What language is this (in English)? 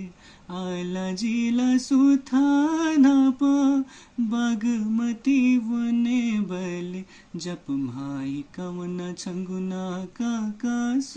Newari